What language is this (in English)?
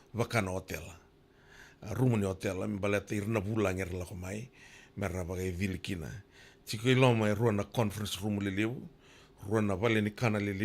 Fijian